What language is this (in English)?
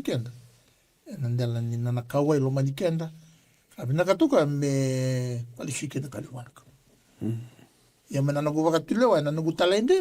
Fijian